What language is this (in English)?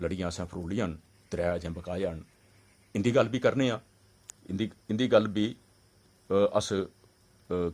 Dogri